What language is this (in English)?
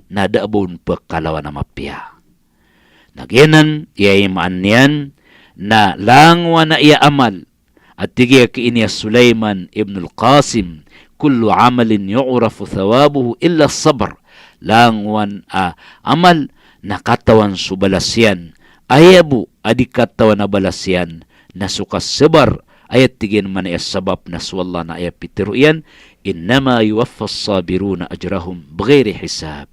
Maranao